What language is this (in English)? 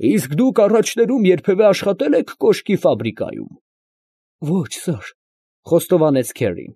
Armenian